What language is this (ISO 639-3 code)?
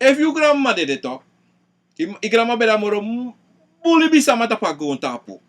srn